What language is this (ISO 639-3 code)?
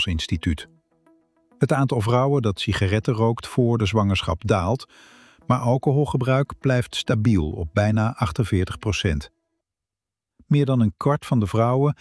nld